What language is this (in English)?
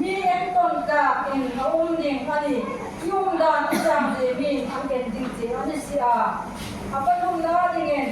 Hmar